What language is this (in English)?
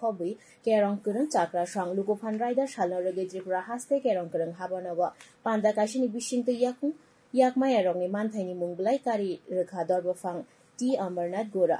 Kok Borok